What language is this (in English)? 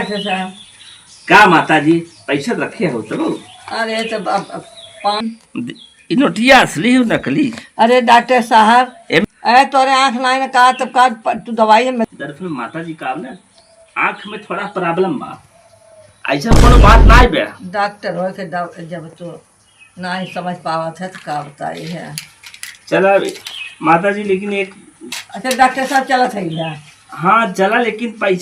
Awadhi